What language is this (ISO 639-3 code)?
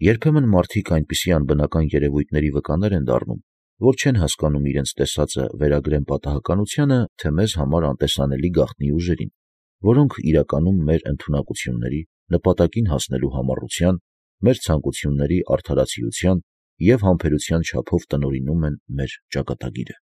hye